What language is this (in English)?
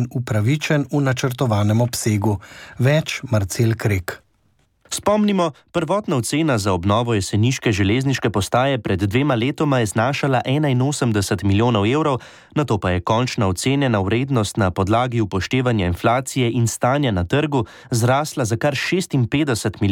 Slovenian